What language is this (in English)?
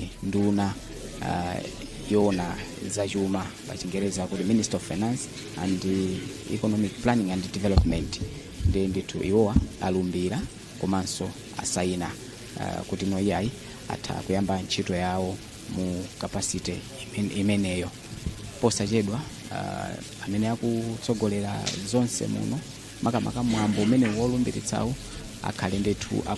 Nyanja